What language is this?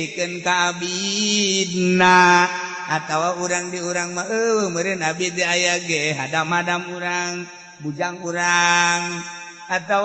Sundanese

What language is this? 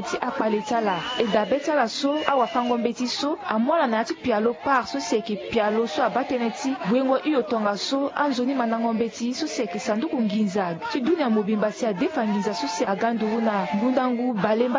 Sango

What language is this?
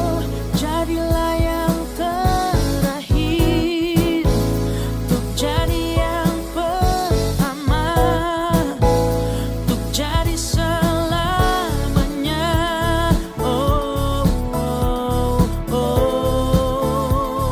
Indonesian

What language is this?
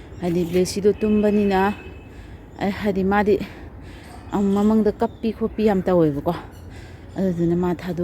Manipuri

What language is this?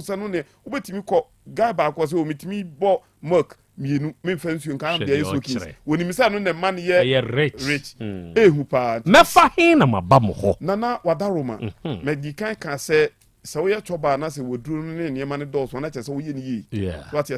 Akan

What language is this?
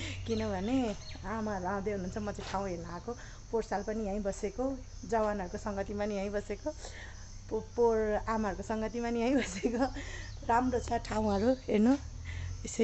Nepali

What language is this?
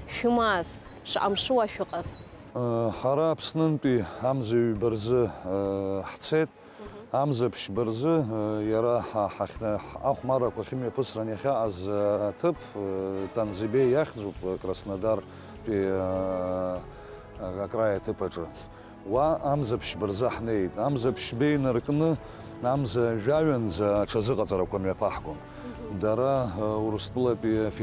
Abkhazian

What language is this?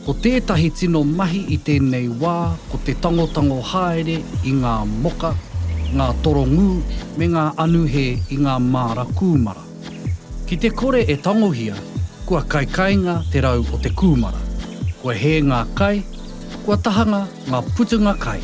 Māori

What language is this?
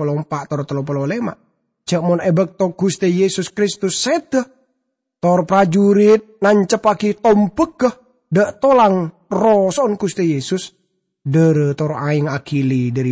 Madurese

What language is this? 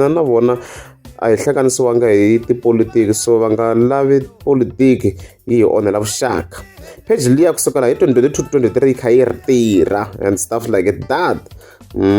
Tsonga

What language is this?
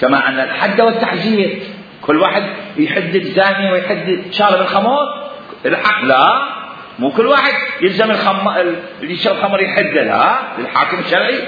Mesopotamian Arabic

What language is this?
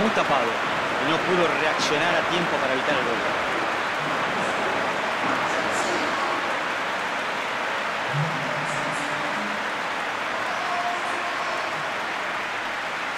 Spanish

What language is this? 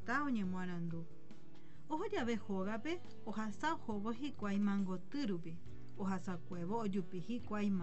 Guarani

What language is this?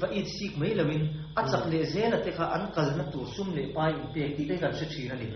Mizo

